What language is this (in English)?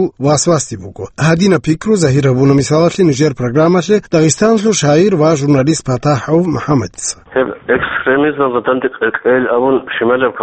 Avaric